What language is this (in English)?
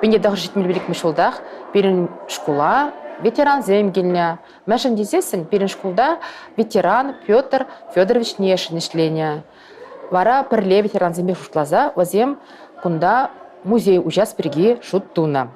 Chuvash